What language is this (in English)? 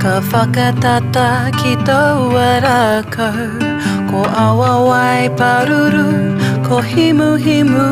Māori